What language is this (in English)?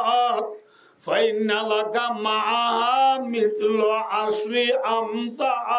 Rohingya